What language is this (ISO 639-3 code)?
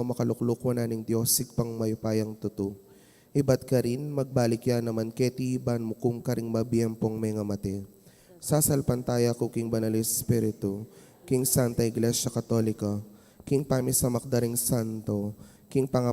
pam